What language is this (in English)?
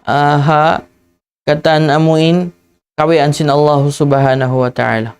Tausug